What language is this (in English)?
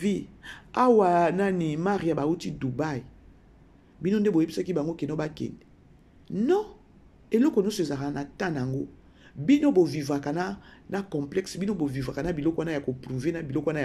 Lingala